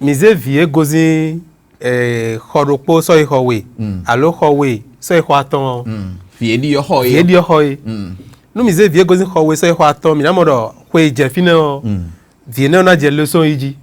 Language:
Fon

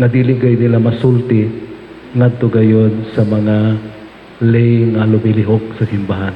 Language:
Cebuano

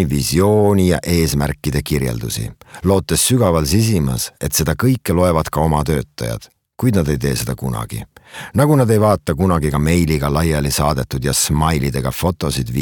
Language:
Estonian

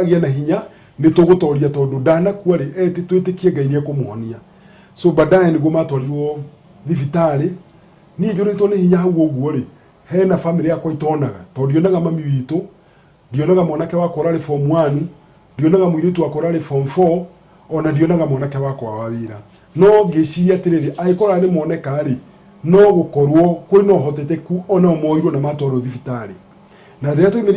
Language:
Kikuyu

